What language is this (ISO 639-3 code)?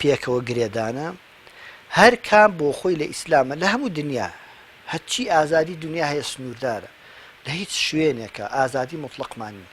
ckb